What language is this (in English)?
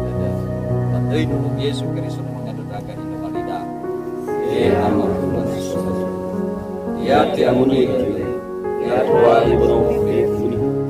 Nias